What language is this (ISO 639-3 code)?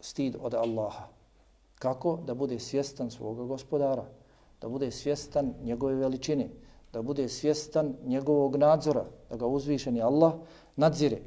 bos